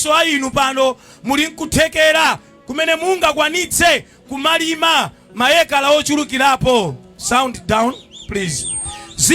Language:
Nyanja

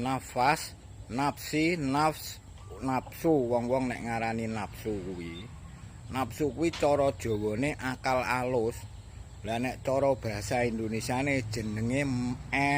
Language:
Javanese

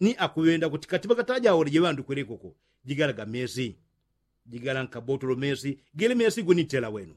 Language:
Yao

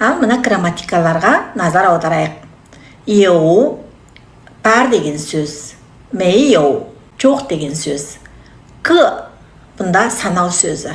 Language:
Kazakh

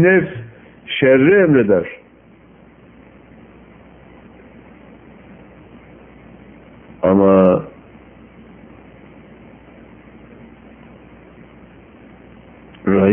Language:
Turkish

